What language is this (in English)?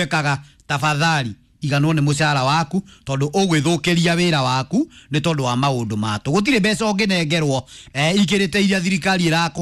Kikuyu